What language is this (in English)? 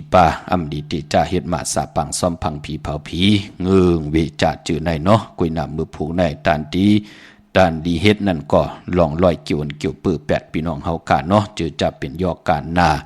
Shan